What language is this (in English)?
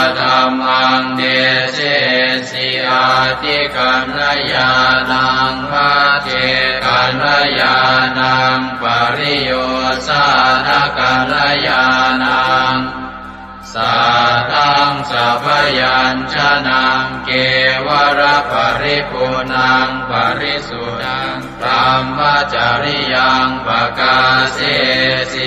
Pali